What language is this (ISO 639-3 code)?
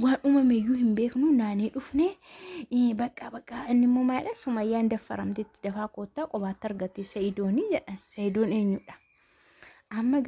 orm